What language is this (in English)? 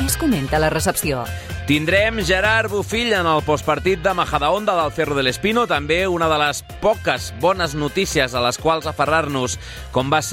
Catalan